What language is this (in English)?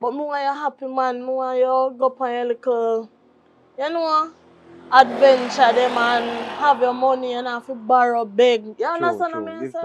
Jamaican Creole English